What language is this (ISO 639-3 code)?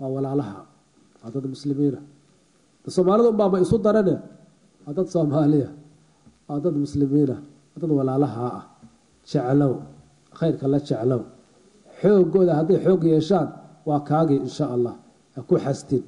som